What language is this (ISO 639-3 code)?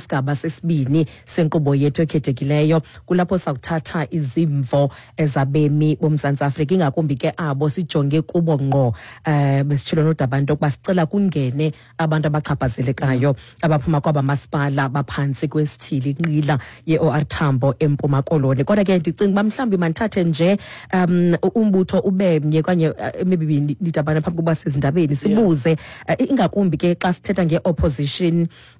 xho